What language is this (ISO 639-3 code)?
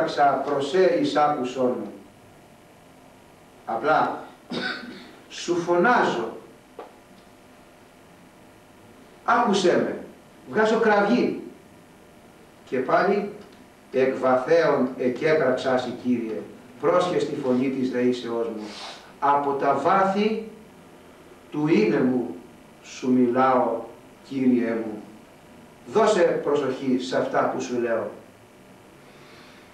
ell